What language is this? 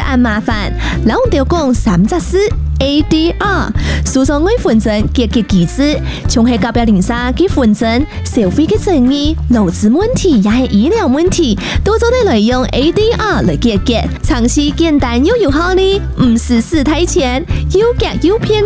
Chinese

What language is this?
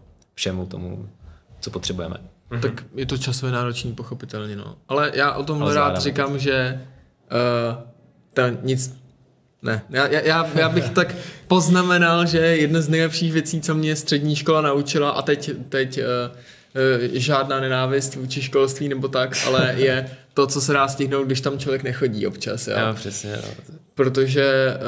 Czech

